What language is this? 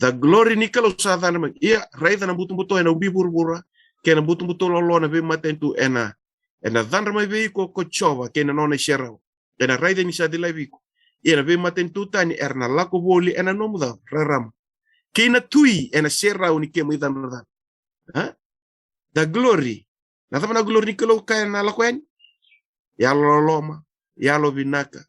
Fijian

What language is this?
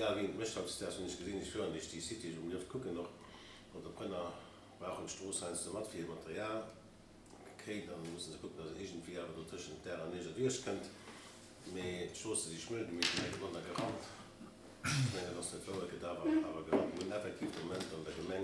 Luxembourgish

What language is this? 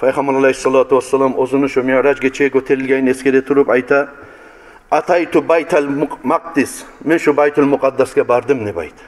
Kumyk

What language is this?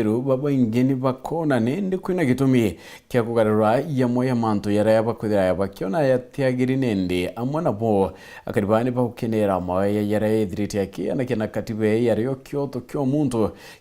Meru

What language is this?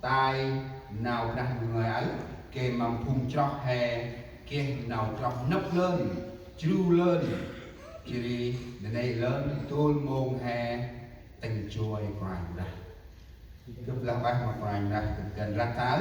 Central Mnong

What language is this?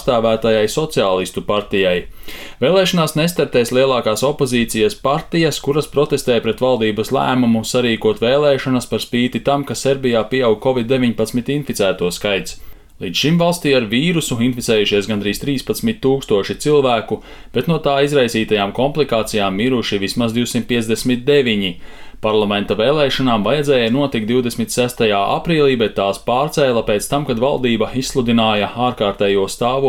Latvian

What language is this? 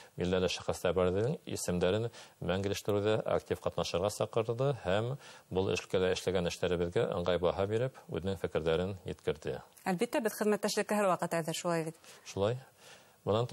Bashkir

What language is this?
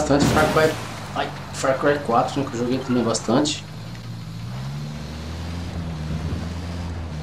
Portuguese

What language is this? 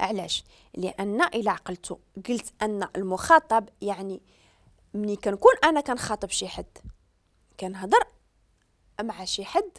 Moroccan Arabic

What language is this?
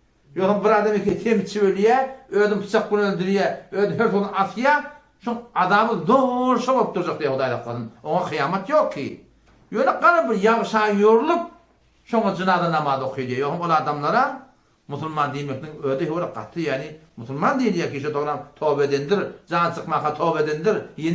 Turkmen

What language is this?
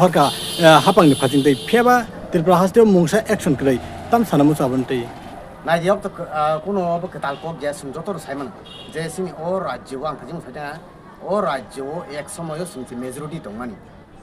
Riang (India)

